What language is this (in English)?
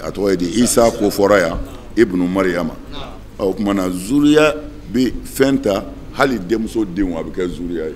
Bambara